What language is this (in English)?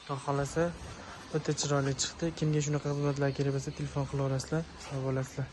Uzbek